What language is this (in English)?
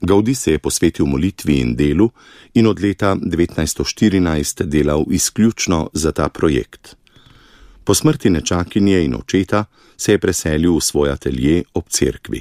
Slovenian